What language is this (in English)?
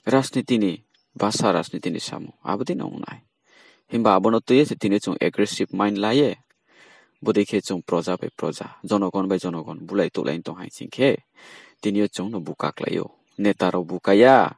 Riang (India)